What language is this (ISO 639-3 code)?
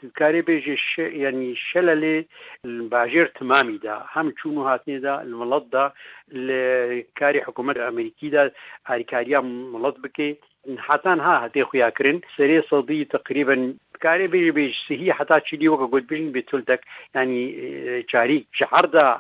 kur